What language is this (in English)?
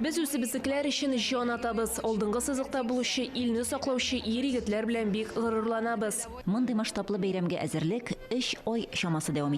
Tatar